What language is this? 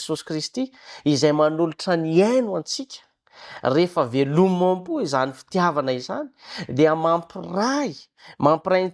Malagasy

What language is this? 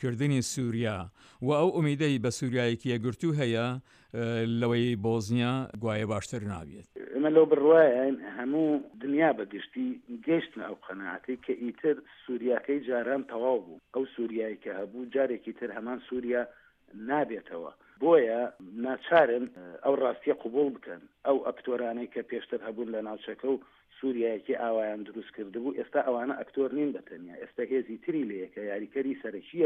Central Kurdish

